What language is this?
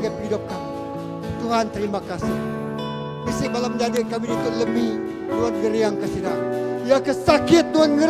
Iban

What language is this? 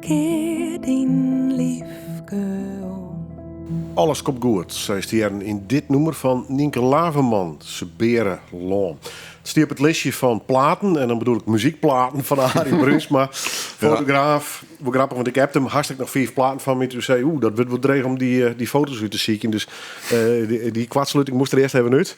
Western Frisian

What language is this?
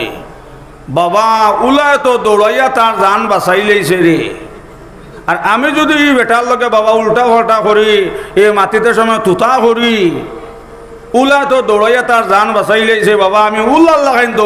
Sylheti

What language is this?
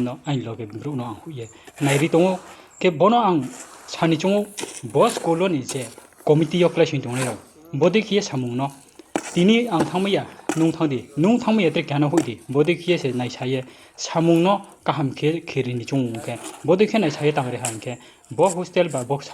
Riang (India)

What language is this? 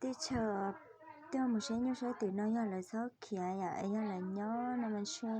Hmong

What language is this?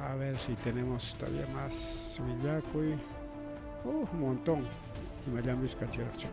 Ayacucho Quechua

